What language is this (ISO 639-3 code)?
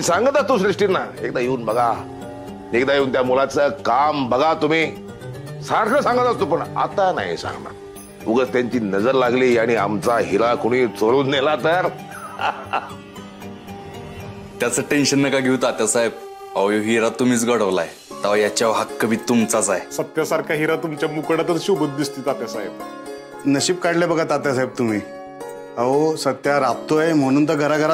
mar